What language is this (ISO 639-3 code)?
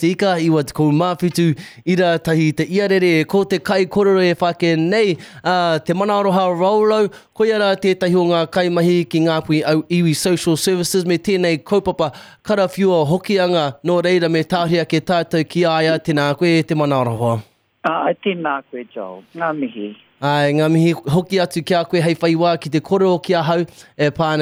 mri